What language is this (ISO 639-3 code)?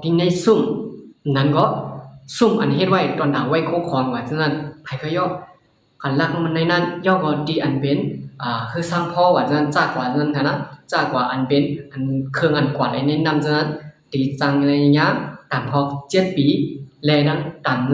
shn